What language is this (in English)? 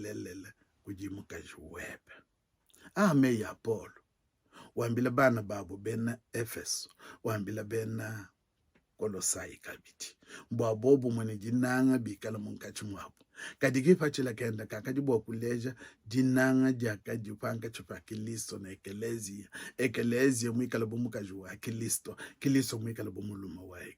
Luba-Lulua